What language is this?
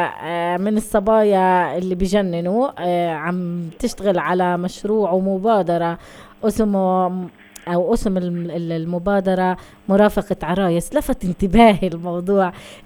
North Levantine Arabic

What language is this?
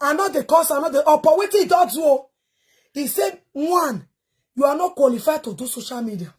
Nigerian Pidgin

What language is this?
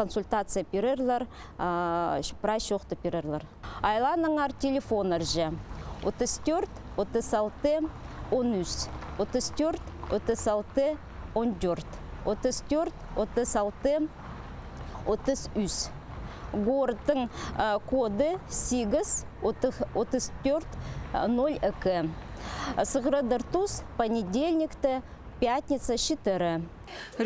Khakas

